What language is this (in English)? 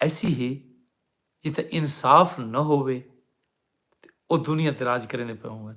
Saraiki